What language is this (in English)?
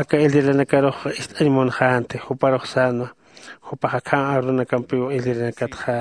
Aymara